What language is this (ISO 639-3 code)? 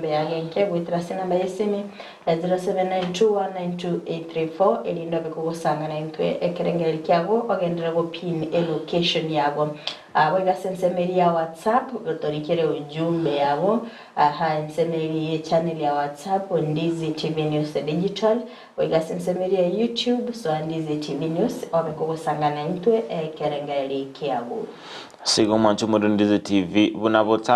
guz